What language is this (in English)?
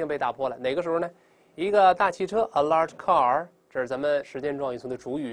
Chinese